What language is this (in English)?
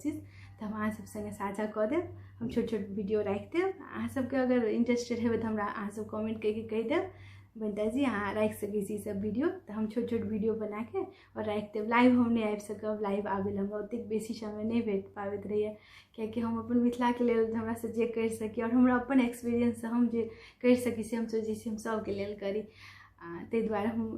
Maithili